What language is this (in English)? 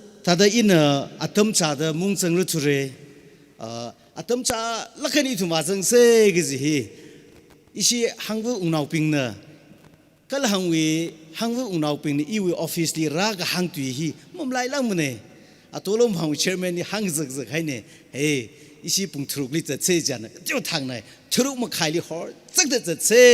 Tangkhul Naga (India)